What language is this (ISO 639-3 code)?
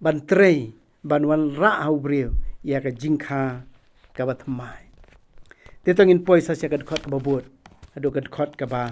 kha